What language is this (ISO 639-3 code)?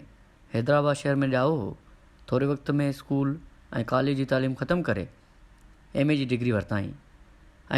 snd